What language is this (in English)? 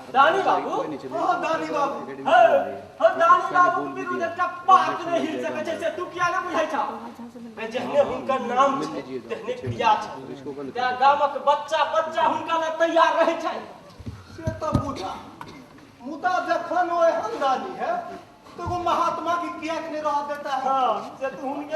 Maithili